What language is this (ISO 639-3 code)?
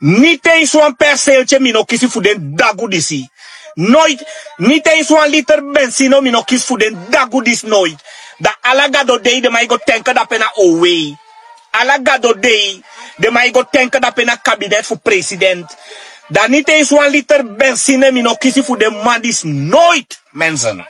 srn